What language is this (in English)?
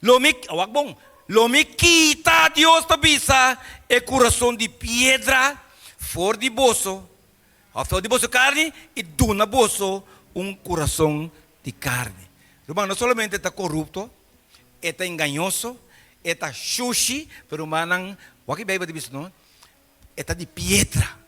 Papiamento